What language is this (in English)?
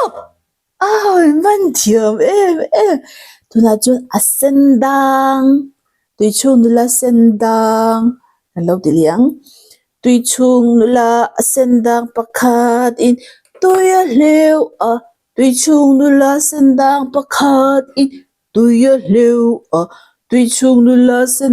Mizo